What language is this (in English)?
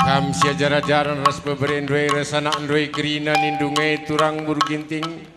Batak Karo